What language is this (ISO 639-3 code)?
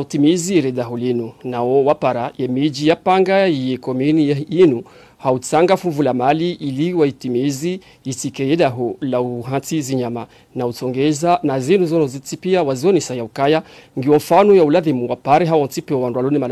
zdj